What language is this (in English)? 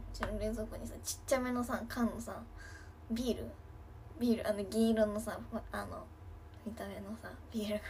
Japanese